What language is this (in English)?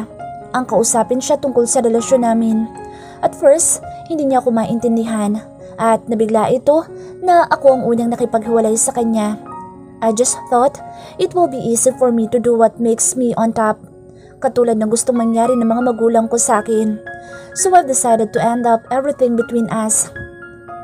Filipino